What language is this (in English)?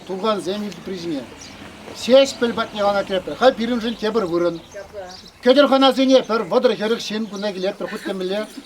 Chuvash